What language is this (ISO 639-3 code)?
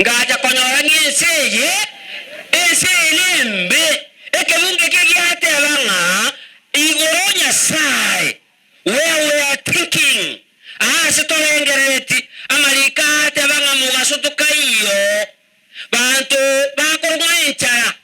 guz